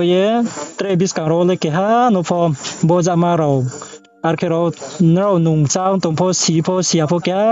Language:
Riang (India)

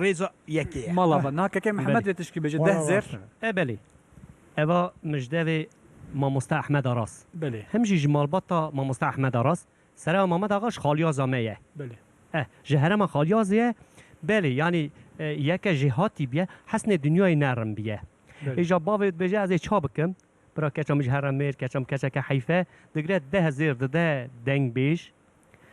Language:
Kurdish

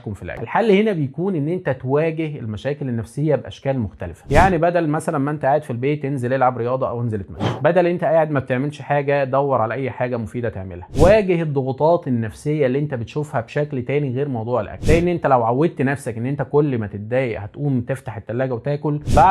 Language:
Egyptian Arabic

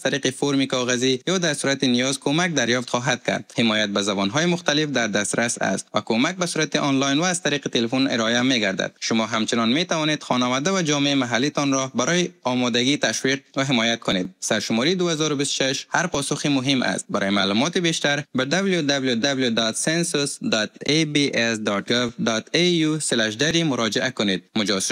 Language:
Persian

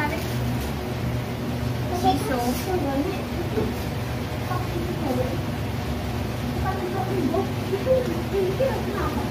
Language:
Indonesian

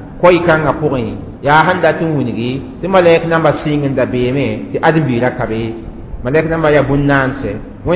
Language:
Mossi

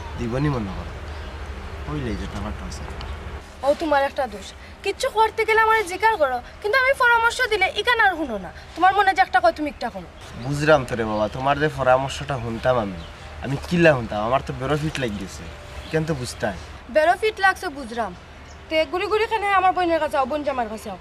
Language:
Sylheti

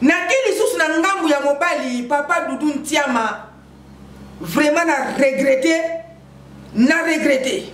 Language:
Lingala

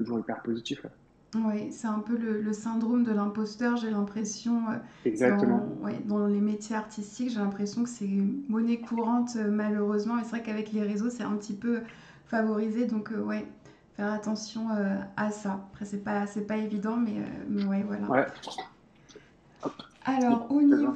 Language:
French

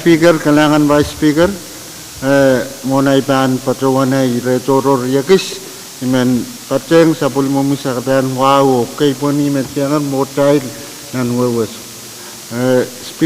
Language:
Pohnpeian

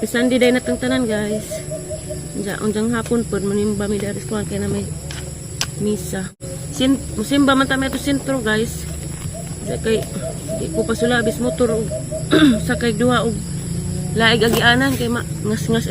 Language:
Cebuano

